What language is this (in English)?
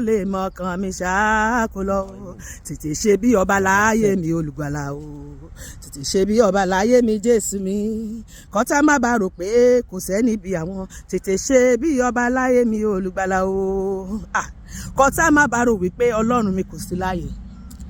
Yoruba